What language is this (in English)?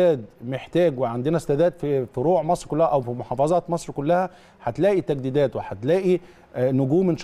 Egyptian Arabic